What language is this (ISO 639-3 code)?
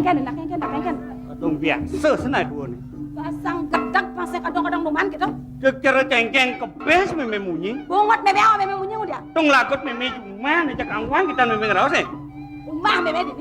ban